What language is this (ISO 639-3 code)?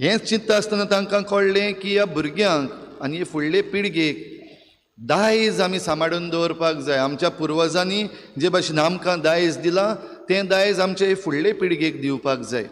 kok